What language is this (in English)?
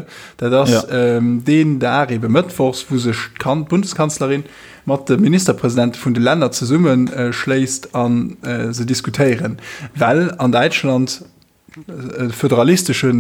Luxembourgish